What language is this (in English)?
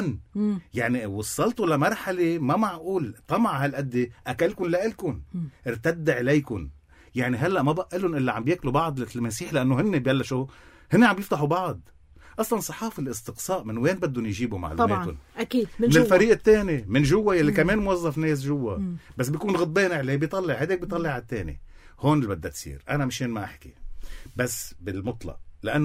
North Levantine Arabic